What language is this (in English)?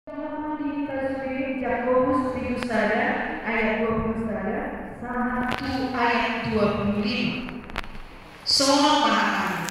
Batak Toba